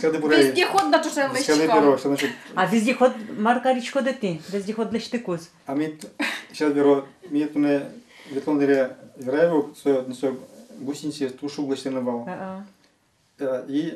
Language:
Udmurt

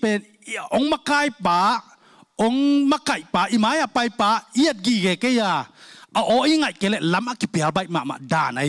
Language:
Tedim Chin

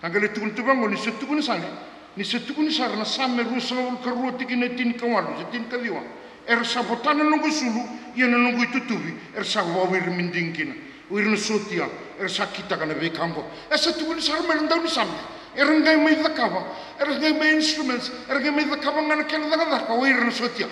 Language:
Fijian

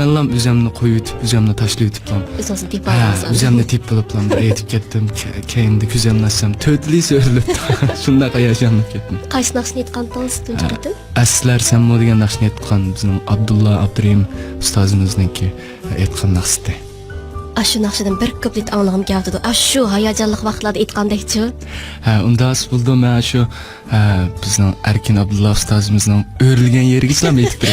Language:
Uyghur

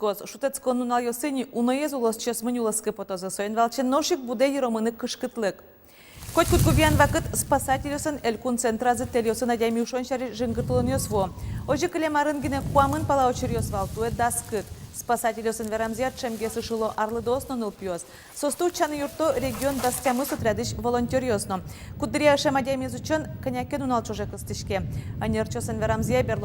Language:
Udmurt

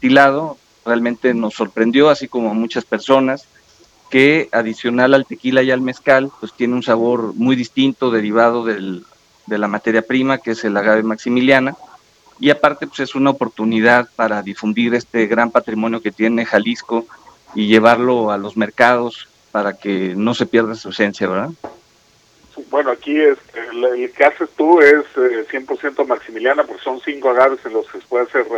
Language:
Spanish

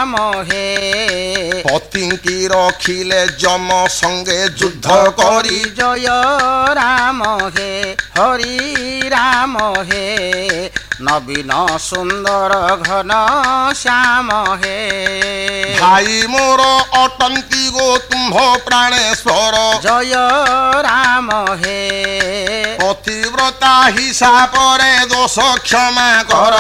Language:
Odia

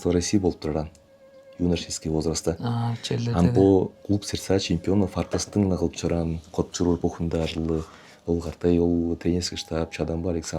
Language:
Tuvinian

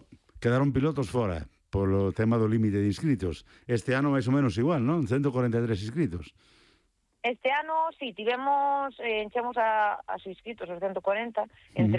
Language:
Galician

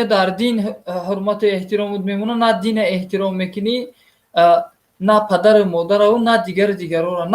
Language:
Tajik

